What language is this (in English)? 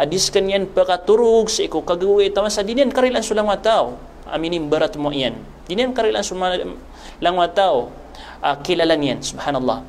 Maranao